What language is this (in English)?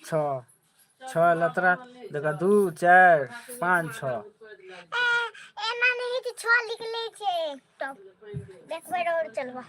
Maithili